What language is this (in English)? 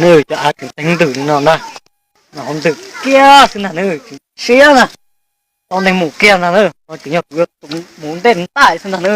Hmong